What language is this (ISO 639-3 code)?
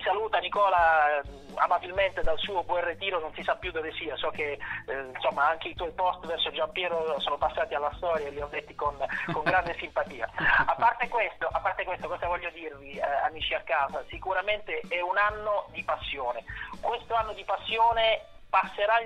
ita